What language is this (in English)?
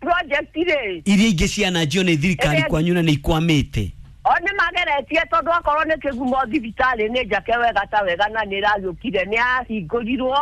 Kikuyu